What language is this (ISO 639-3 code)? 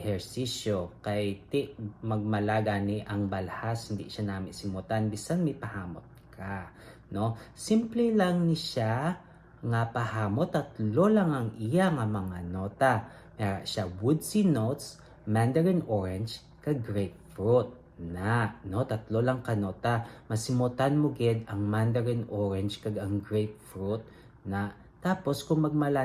hil